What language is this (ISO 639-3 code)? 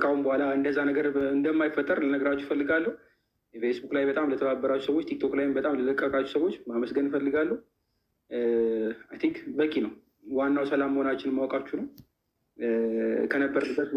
amh